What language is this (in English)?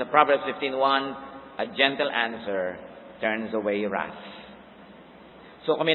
Filipino